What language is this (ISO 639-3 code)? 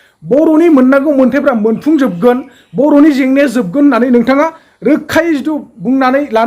brx